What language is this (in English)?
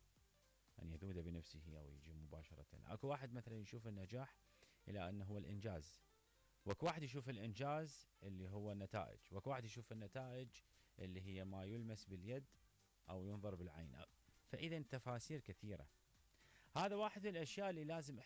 Mesopotamian Arabic